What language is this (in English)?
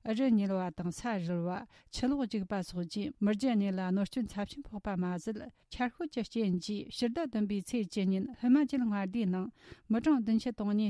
Tibetan